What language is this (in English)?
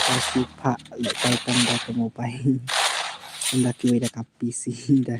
Khasi